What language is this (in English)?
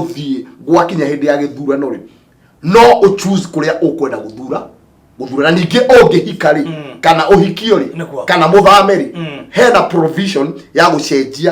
Kikuyu